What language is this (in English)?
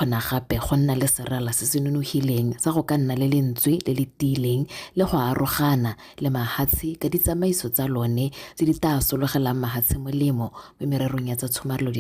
Tswana